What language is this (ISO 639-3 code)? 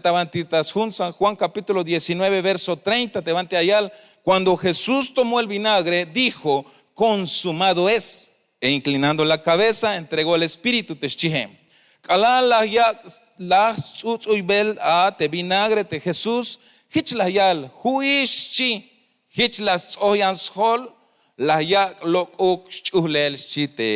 tzh